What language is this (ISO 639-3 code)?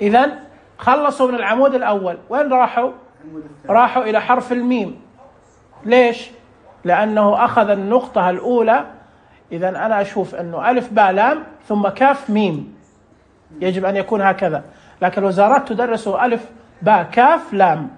ars